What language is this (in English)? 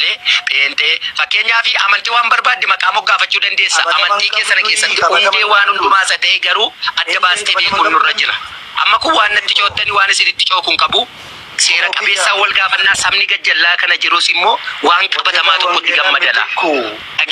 Oromo